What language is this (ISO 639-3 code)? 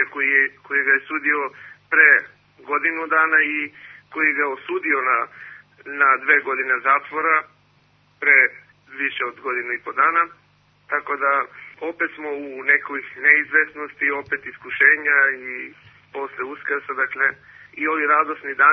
srp